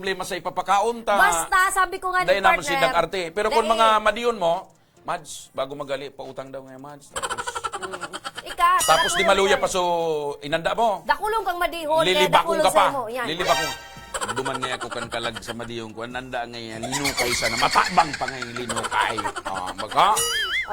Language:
Bikol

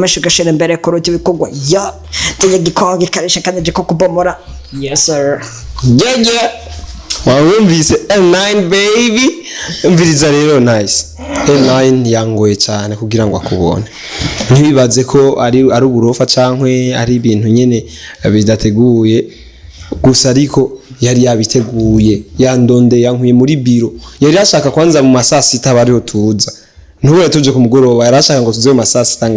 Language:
Rundi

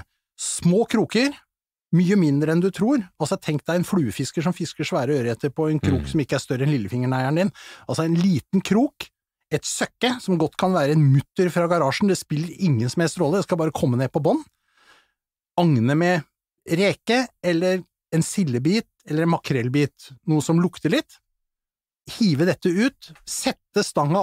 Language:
Norwegian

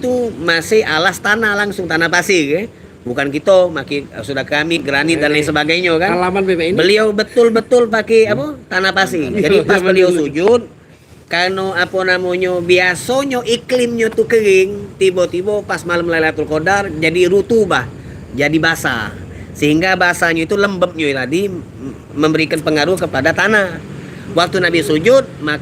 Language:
Musi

